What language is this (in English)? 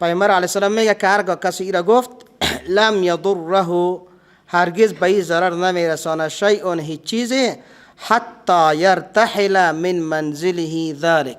Persian